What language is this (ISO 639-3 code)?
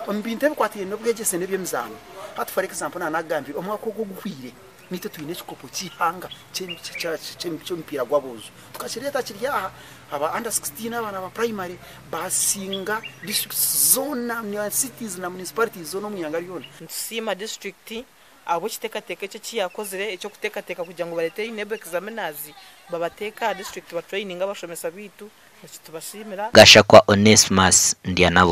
nyn